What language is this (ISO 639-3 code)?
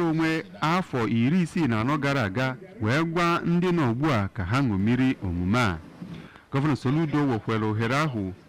ibo